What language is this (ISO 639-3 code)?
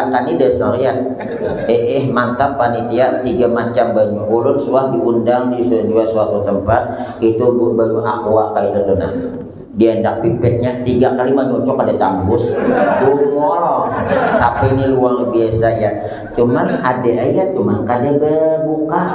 bjn